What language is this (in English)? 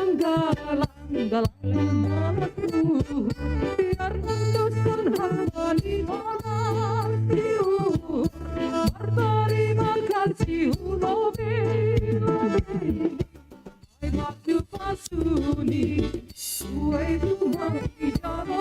Batak Simalungun